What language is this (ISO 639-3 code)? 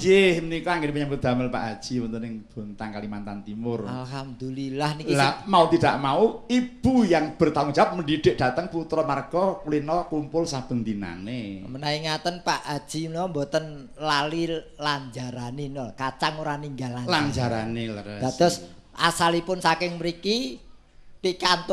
jav